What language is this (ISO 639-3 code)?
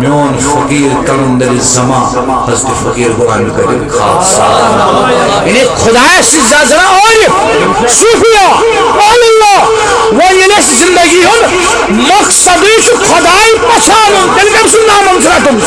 kas